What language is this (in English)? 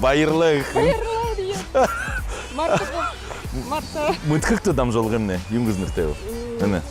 Buriat